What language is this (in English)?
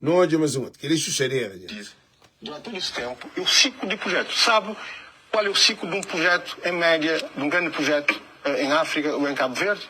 Kabuverdianu